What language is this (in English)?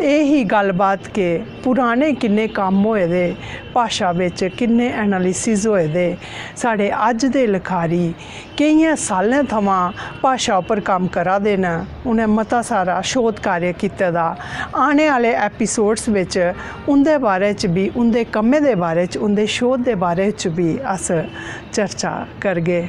Dogri